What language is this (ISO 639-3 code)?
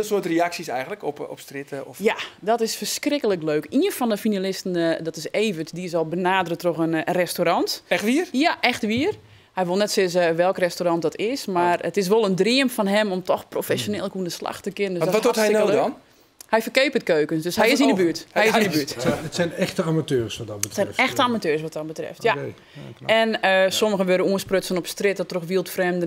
fry